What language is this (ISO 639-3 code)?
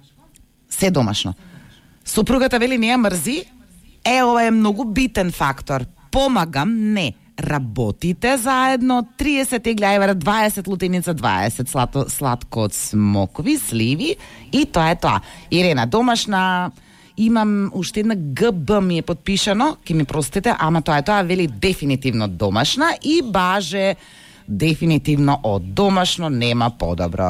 mkd